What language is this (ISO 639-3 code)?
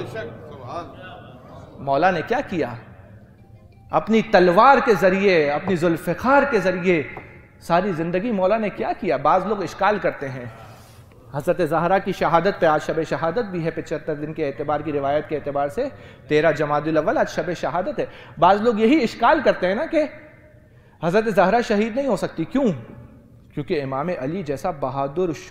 urd